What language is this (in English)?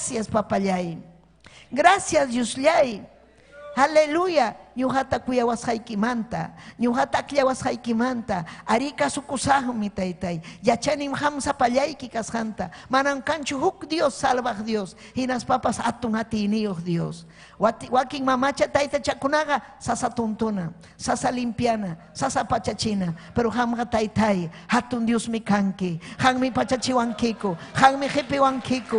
Ayacucho Quechua